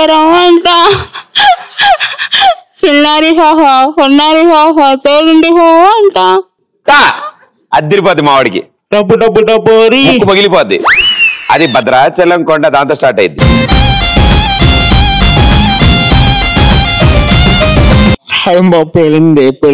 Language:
Telugu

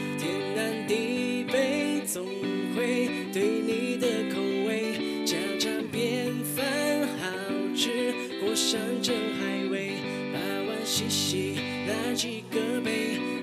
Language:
Chinese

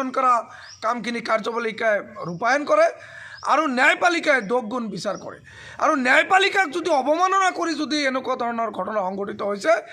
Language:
Assamese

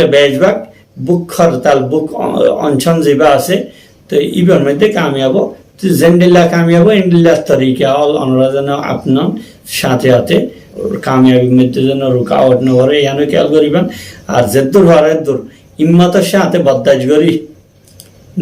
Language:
Rohingya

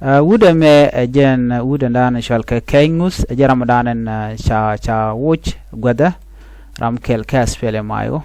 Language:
Nuer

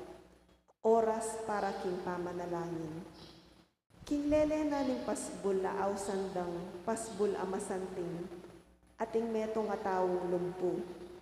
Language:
Pampanga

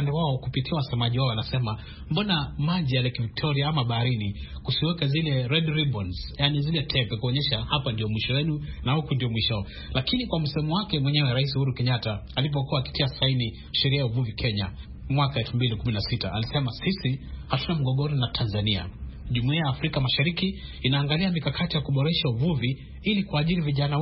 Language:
Swahili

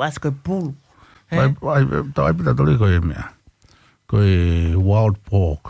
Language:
Tongan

